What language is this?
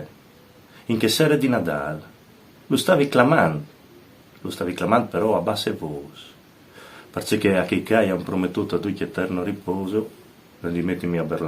Friulian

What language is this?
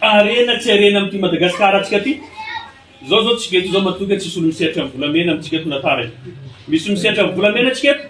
Malagasy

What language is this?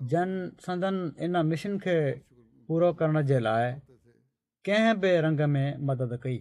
Sindhi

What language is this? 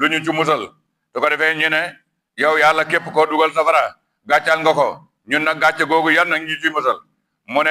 Wolof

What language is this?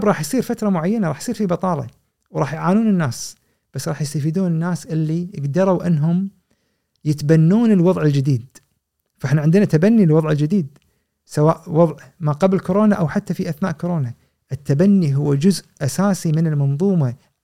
Gulf Arabic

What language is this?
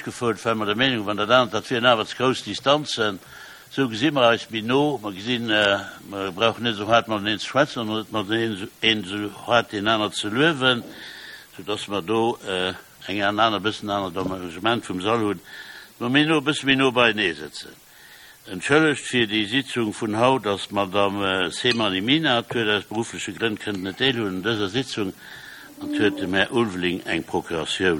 Luxembourgish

